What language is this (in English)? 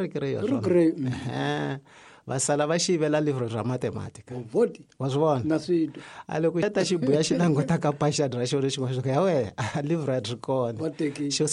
Tsonga